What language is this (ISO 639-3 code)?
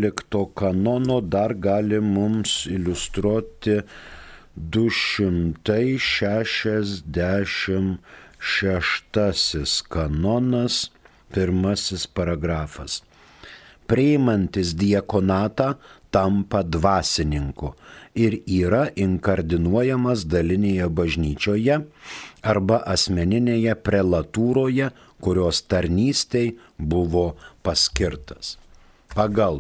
lit